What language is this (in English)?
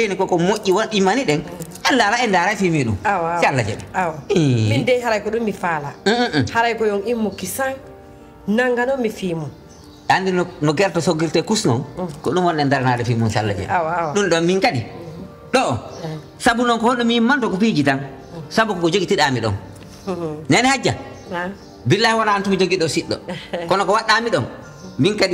Pular